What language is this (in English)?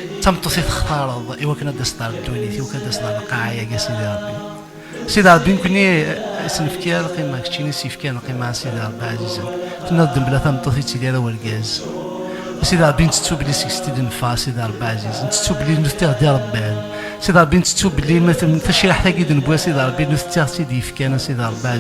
Kabyle